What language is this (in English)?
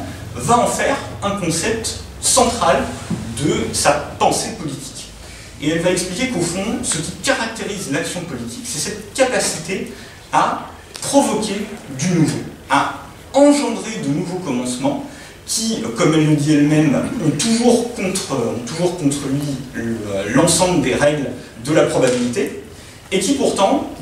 French